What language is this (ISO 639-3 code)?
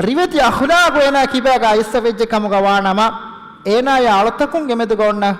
div